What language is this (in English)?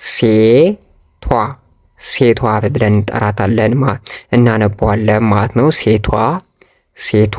Amharic